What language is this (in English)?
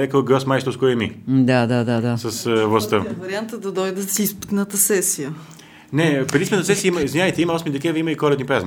Bulgarian